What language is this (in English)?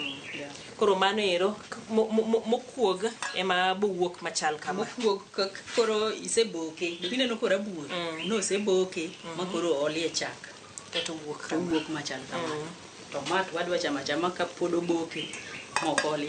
Luo (Kenya and Tanzania)